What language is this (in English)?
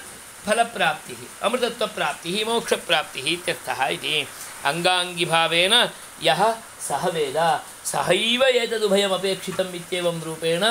Sanskrit